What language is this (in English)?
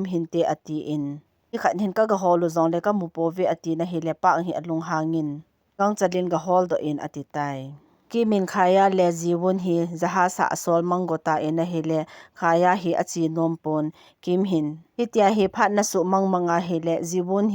Thado Chin